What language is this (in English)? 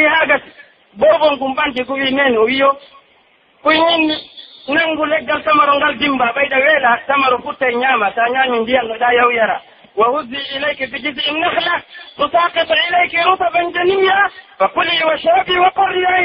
Pular